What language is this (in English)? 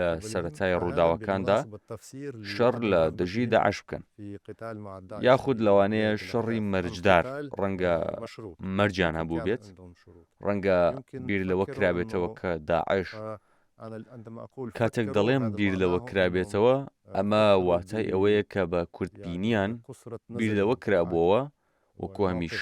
Central Kurdish